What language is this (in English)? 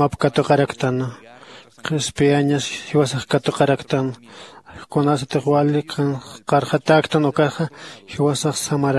Aymara